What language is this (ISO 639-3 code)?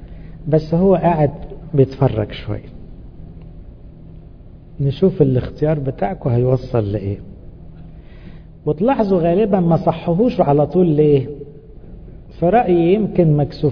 arz